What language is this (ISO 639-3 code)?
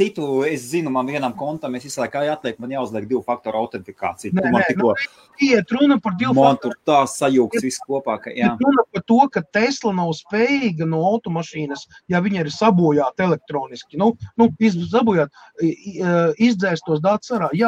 lav